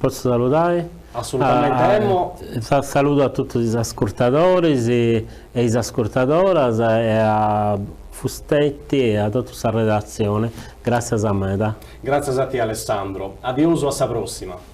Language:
Sardinian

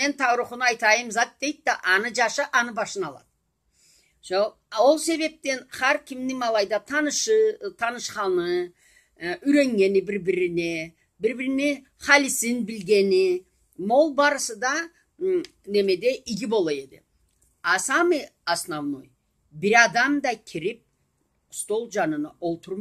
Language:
Karachay-Balkar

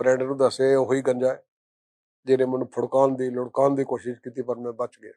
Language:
Western Panjabi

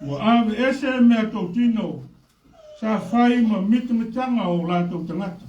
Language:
Samoan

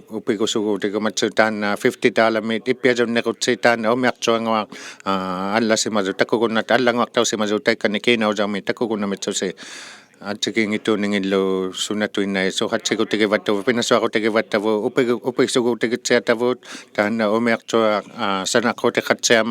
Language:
Inuktitut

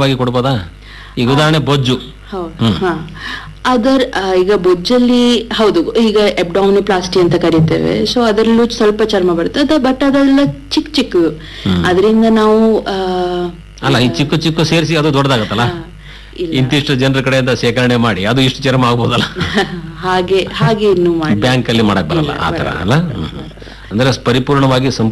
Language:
Kannada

